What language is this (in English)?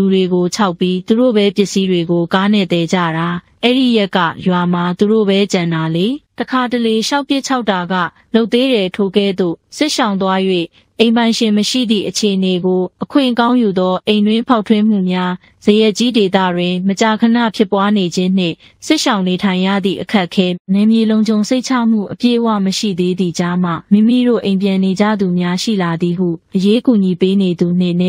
Burmese